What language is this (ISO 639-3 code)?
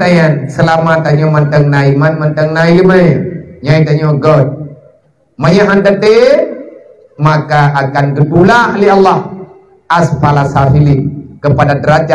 ace